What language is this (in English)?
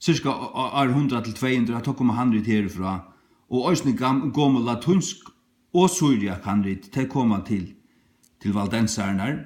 Faroese